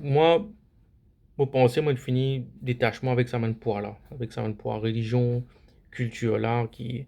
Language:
Morisyen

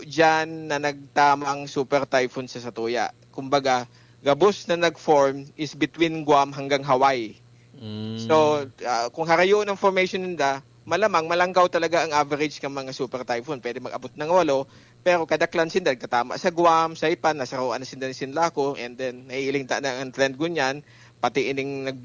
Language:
Bikol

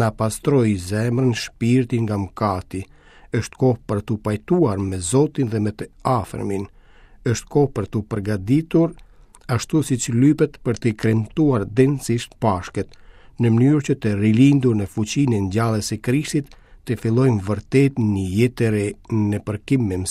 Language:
Albanian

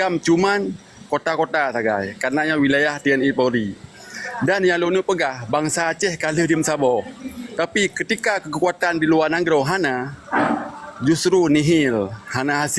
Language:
Achinese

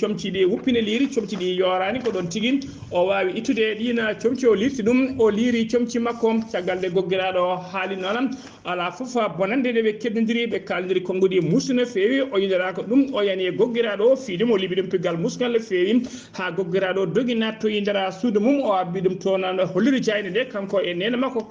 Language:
Fula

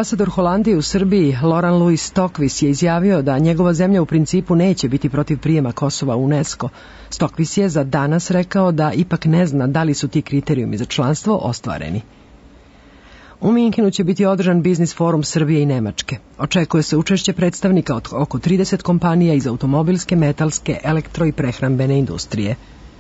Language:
Serbian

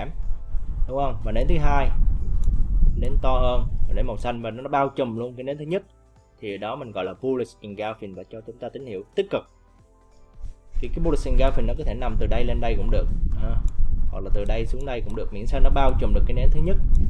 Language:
Vietnamese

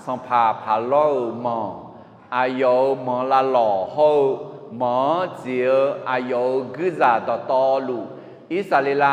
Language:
Akha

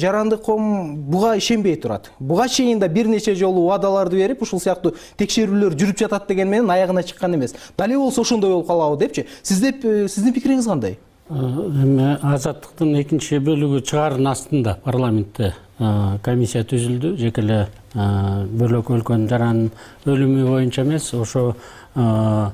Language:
Kyrgyz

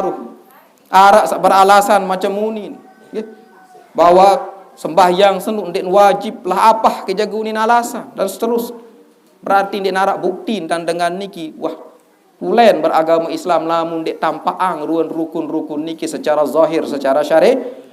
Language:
Sasak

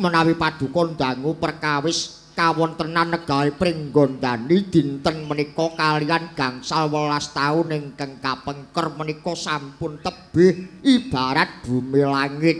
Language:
Javanese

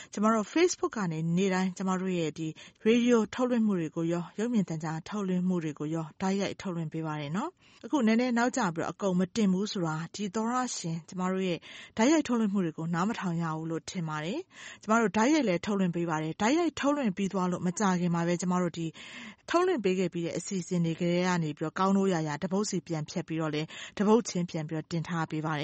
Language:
Burmese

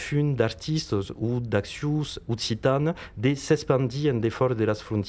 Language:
Occitan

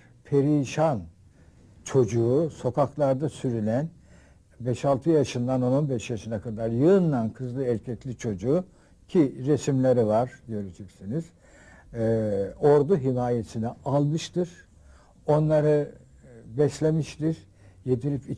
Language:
Turkish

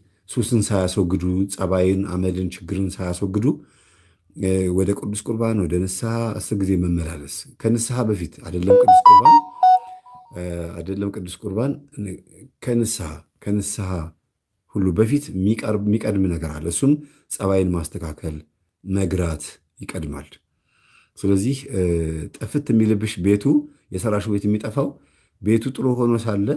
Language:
Amharic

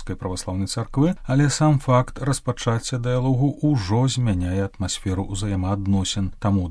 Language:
Belarusian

